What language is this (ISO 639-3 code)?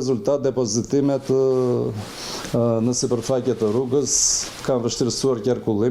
sqi